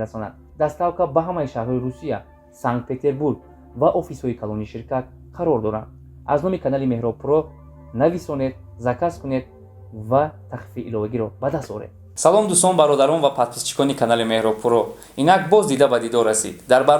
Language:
Tajik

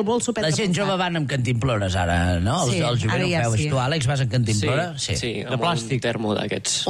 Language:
Catalan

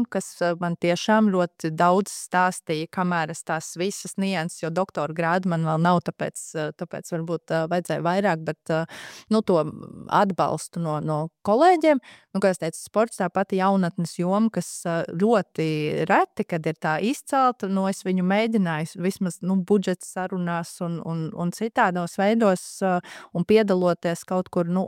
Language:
Latvian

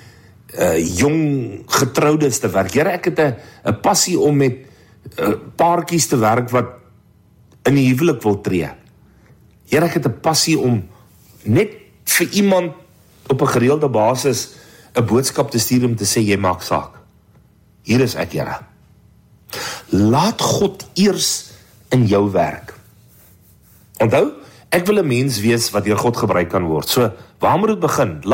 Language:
Afrikaans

